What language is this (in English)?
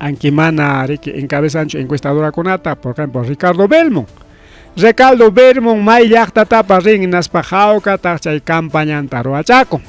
Ayacucho Quechua